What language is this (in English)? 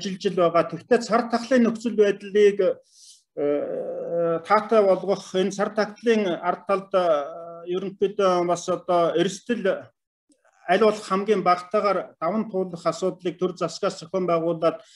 Mongolian